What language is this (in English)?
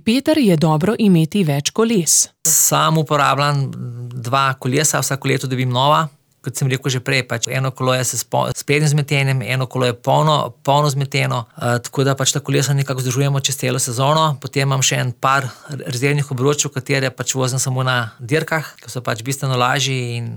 Slovenian